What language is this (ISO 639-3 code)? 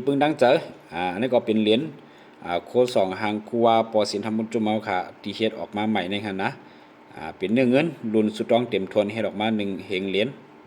shn